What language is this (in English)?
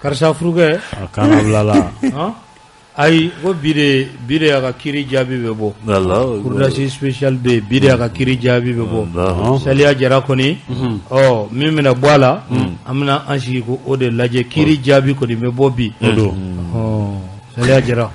Bambara